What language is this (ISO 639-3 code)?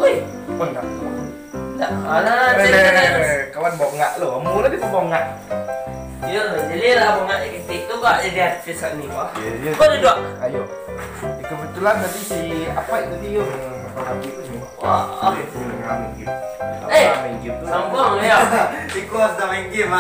min